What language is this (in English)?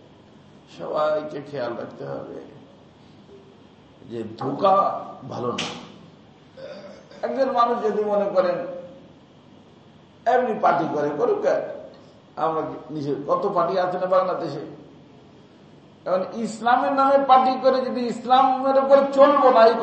Bangla